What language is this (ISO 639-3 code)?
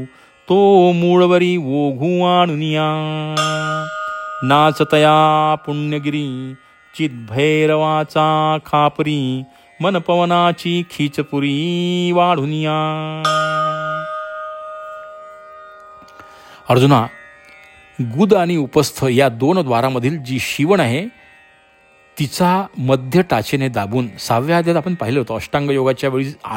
mar